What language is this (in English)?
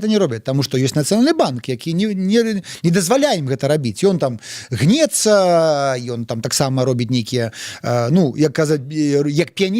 Belarusian